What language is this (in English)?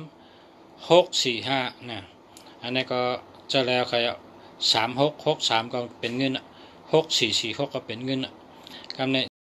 Shan